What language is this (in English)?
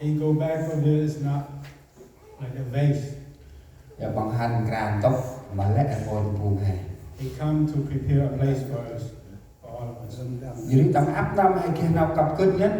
Central Mnong